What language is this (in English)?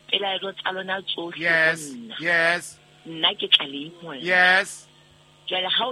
Southern Sotho